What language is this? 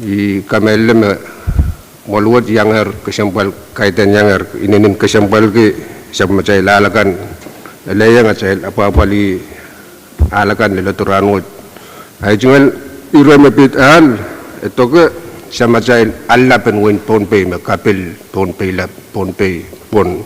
Pohnpeian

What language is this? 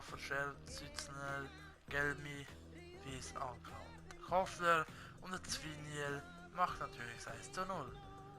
Swiss German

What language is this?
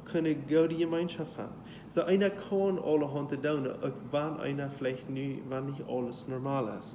Plautdietsch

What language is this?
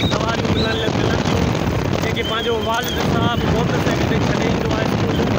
Sindhi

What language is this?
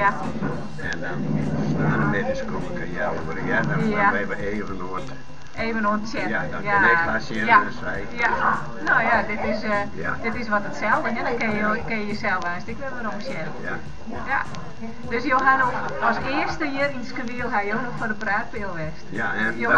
Western Frisian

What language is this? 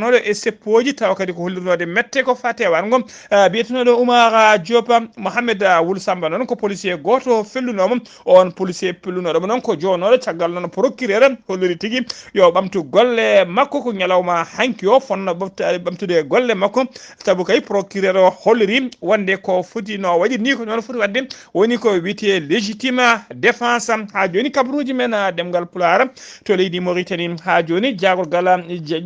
Fula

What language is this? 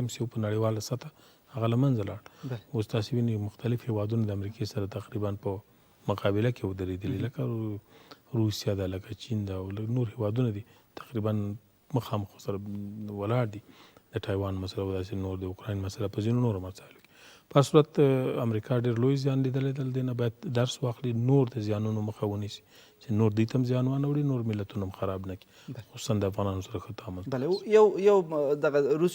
Pashto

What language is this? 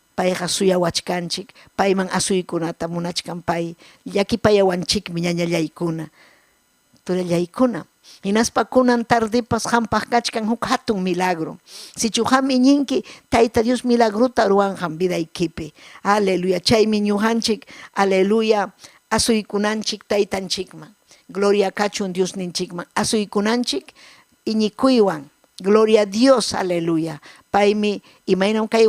Ayacucho Quechua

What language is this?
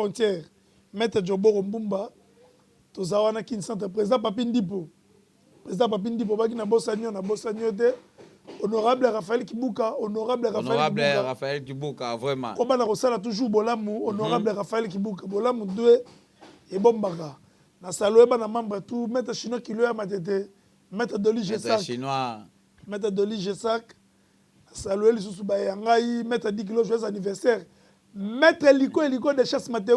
Lingala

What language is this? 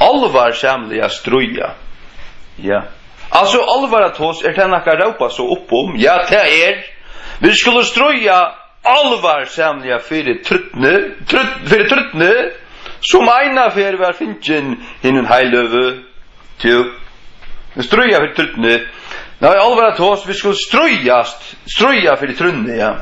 Faroese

